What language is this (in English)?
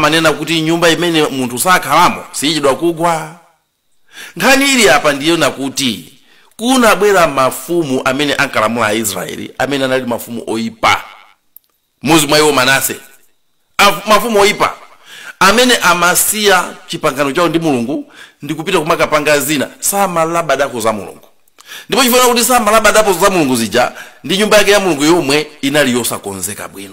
Nyanja